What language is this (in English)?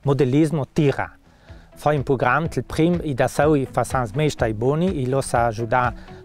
Ladin